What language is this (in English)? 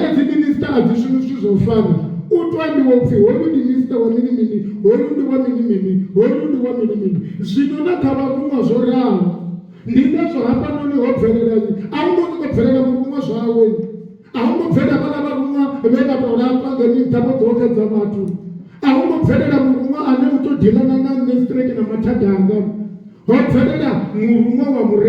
Venda